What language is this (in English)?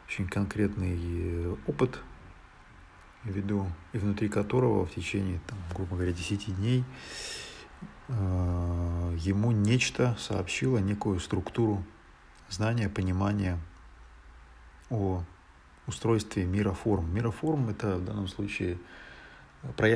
Russian